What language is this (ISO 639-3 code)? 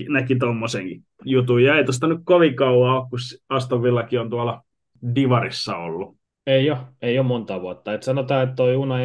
fin